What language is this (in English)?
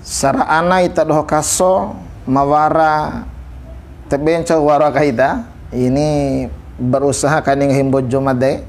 Bima